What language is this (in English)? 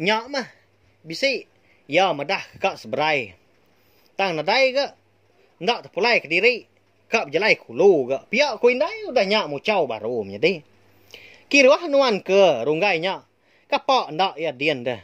Iban